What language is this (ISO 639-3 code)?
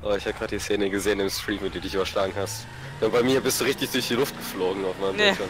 gsw